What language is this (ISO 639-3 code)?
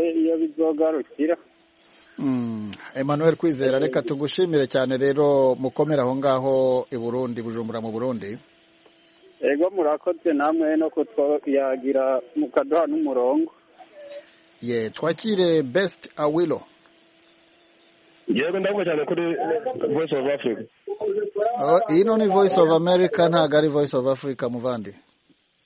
kin